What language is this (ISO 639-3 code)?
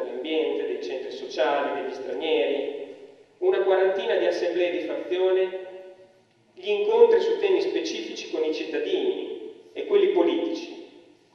ita